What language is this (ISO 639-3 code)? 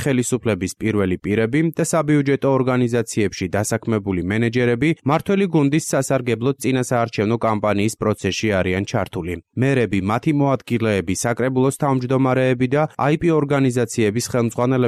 kat